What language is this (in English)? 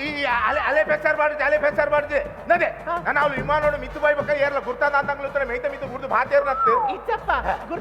Tulu